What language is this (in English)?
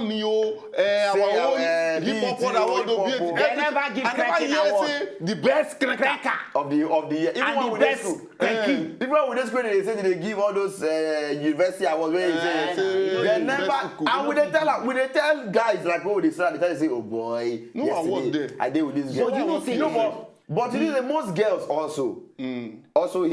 Nigerian Pidgin